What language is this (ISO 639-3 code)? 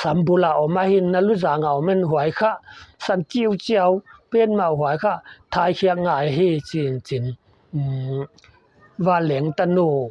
pck